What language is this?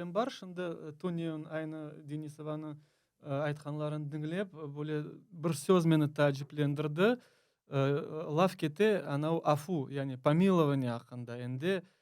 Crimean Tatar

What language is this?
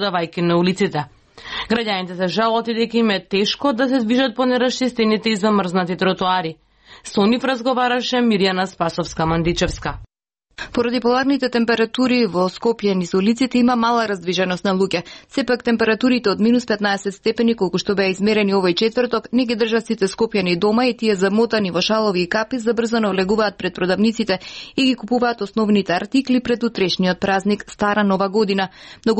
Macedonian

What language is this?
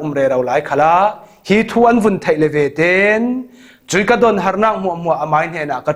Falam Chin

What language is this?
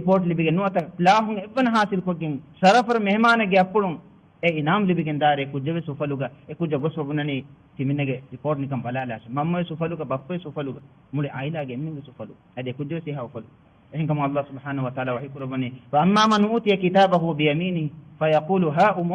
Divehi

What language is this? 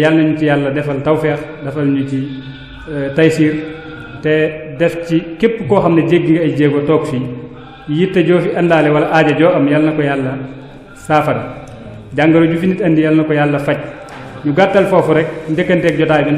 Wolof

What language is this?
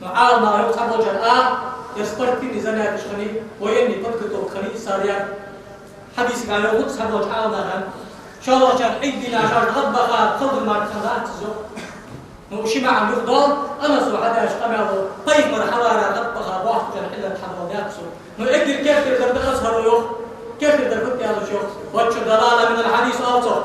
Ingush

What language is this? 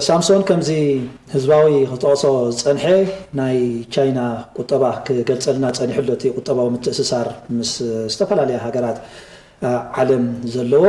Tigrinya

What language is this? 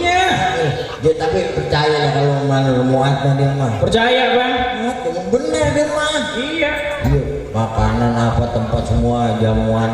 Betawi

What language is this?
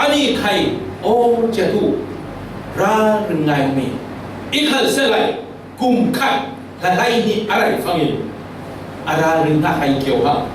Falam Chin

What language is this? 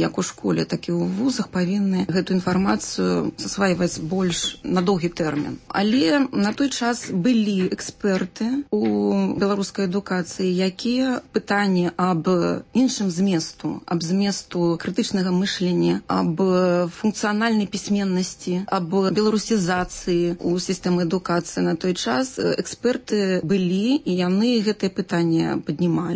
Belarusian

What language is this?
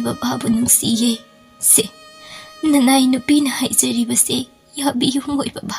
Manipuri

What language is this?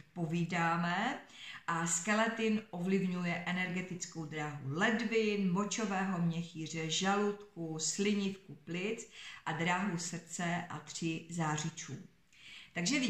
Czech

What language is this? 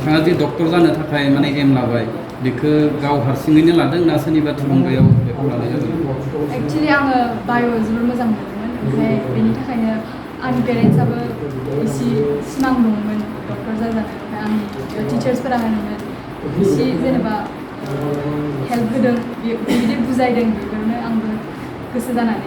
Bodo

